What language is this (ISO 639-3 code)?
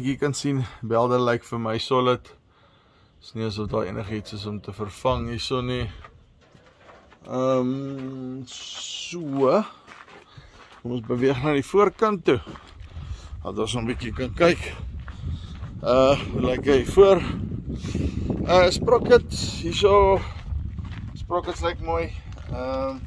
afr